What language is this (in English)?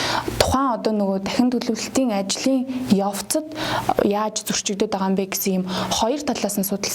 Mongolian